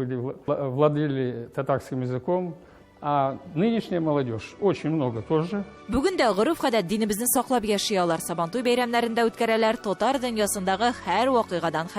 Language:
Tatar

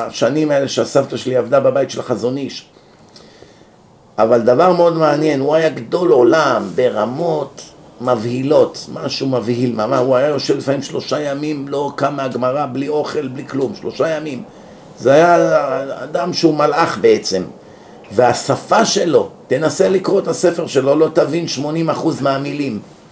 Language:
Hebrew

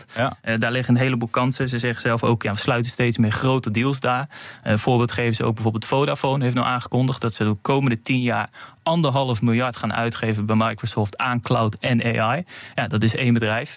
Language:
Dutch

